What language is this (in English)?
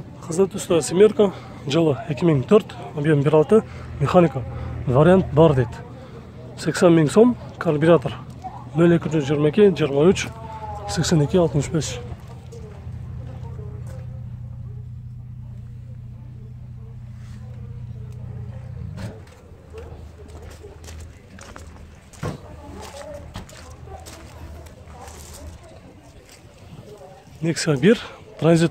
Kyrgyz